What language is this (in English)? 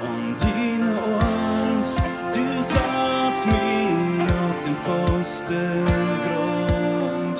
Plautdietsch